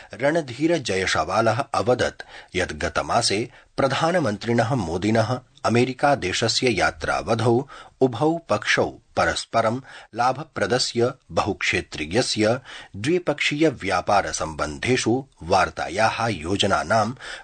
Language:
Sanskrit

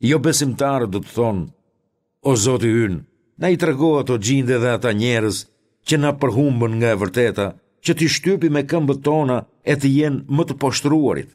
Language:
Albanian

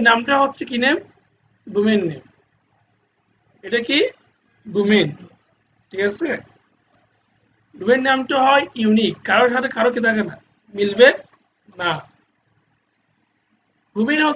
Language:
Bangla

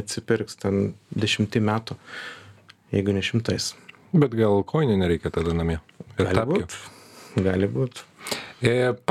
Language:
Lithuanian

